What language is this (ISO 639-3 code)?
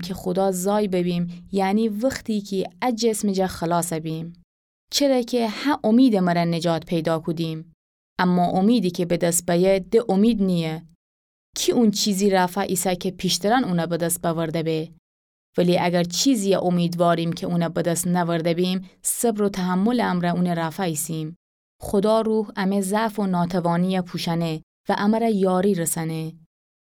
glk